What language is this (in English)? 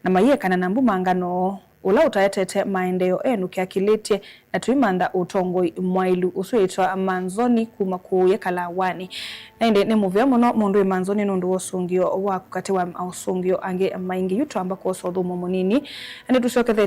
Kamba